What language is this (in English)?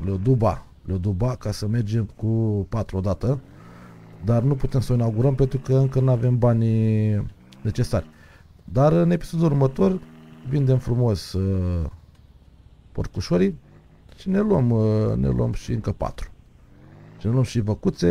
Romanian